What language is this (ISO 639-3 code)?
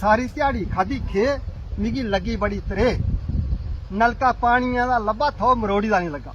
doi